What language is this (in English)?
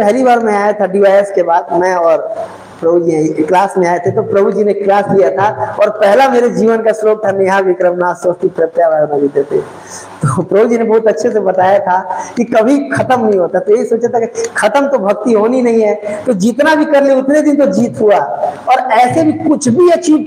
Hindi